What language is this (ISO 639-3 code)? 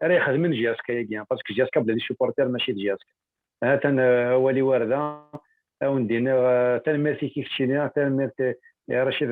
kab